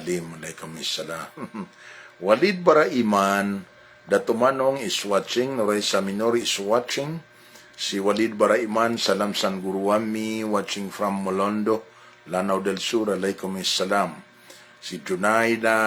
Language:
Maranao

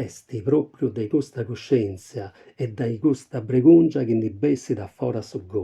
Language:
Sardinian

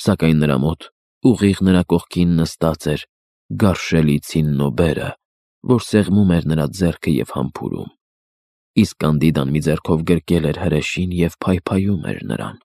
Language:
Armenian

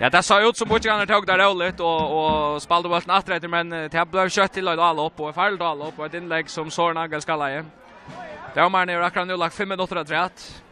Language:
Faroese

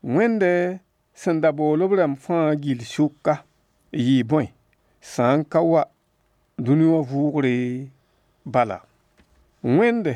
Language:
Mossi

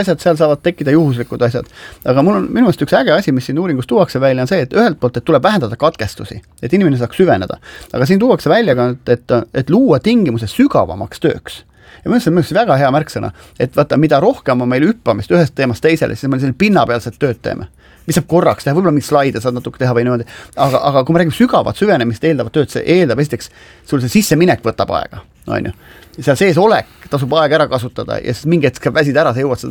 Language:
Estonian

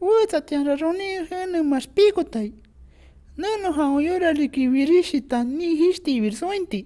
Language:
Shipibo-Conibo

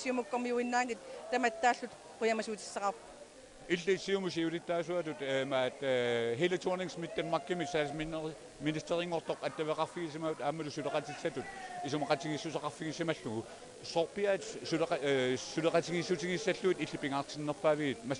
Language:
Kalaallisut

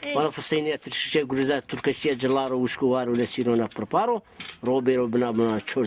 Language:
Zaza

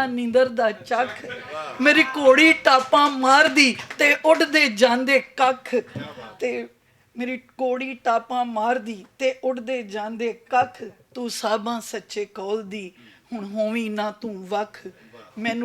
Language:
Western Panjabi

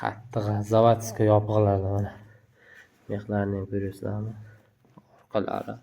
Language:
Uzbek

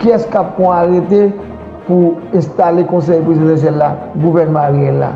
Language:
Haitian Creole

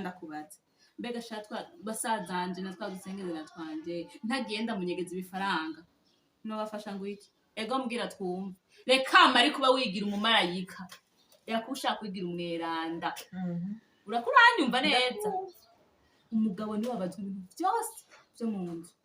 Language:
Rundi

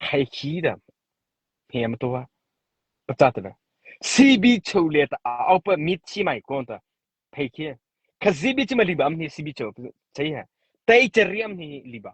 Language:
Mara Chin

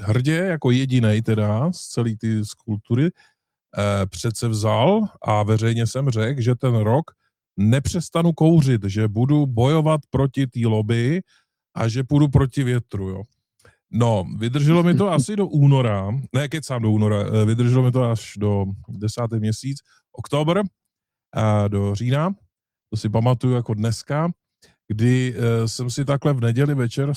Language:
Czech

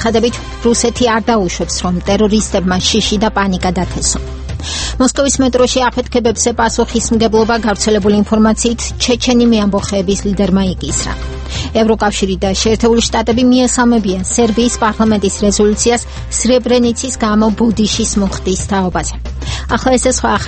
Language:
Georgian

